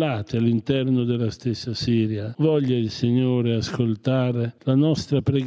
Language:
Italian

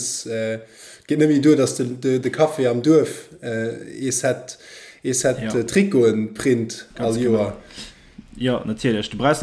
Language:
Luxembourgish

